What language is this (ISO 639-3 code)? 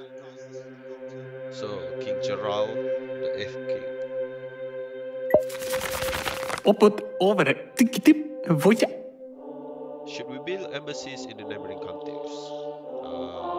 msa